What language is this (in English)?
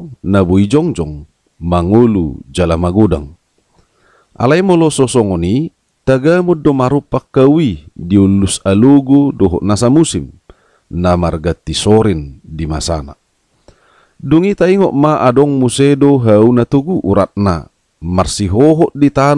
Batak Toba